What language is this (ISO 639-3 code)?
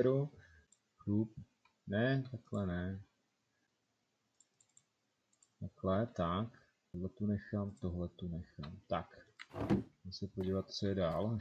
ces